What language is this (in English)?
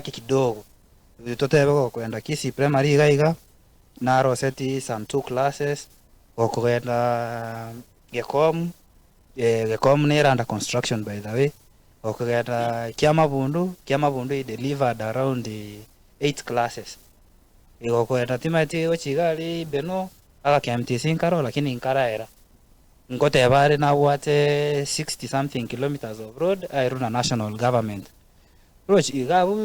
Gusii